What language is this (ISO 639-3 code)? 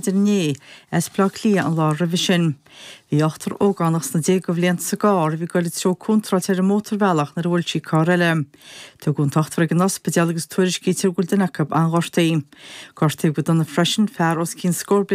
gle